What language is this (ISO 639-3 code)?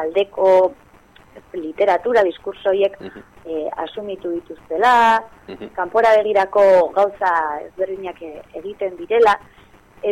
eus